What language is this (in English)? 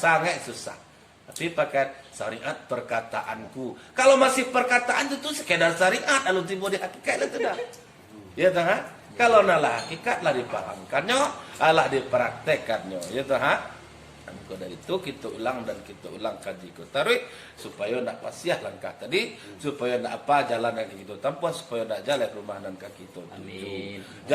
Minangkabau